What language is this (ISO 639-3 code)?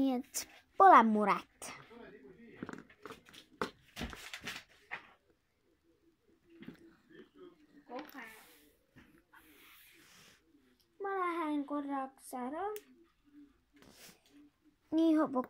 est